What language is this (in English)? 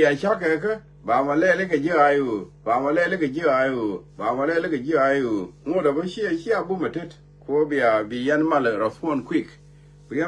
Nuer